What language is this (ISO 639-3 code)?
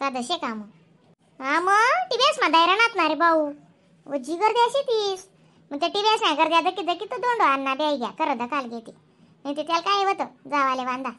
khn